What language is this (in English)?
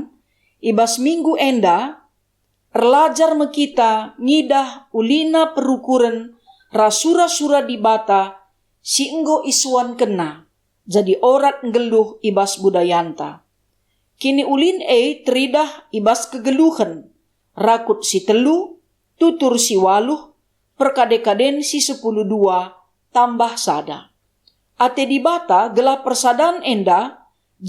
Batak Karo